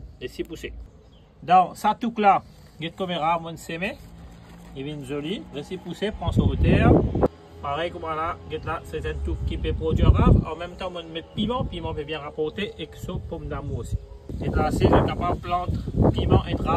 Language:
Morisyen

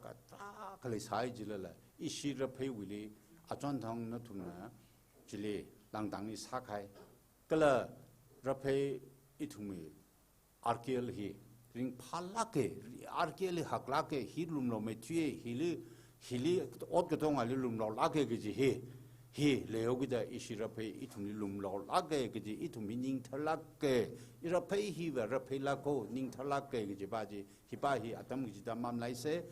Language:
Tangkhul Naga (India)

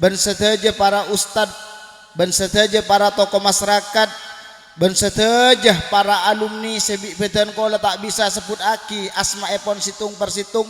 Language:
Madurese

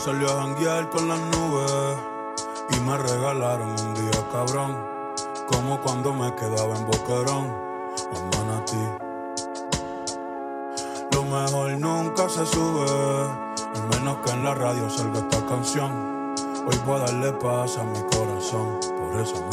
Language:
Spanish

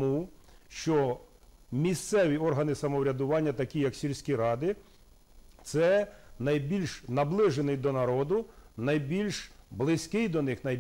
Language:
Ukrainian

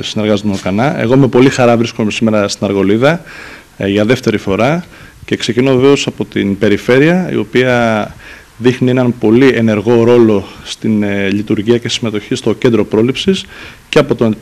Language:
Greek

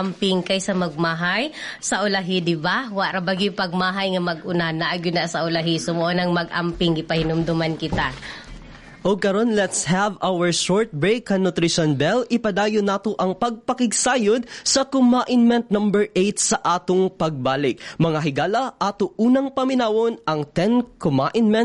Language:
Cebuano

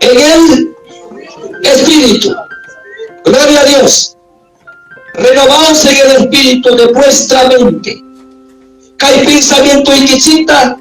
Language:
Ayacucho Quechua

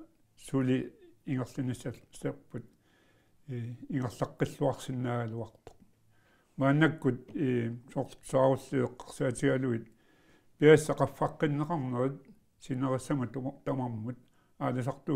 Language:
Kalaallisut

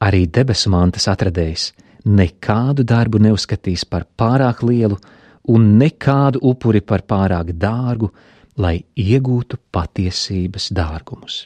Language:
Latvian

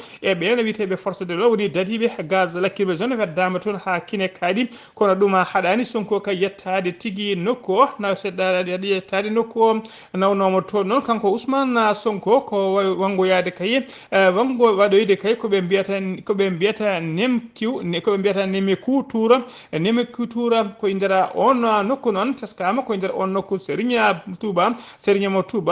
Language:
Fula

